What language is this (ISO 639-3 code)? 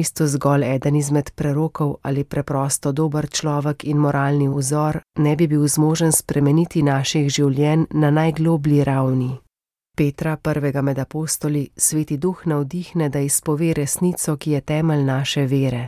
slv